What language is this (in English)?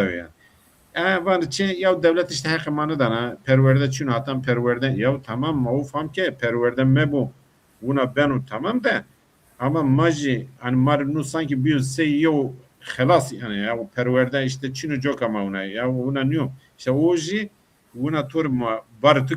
Zaza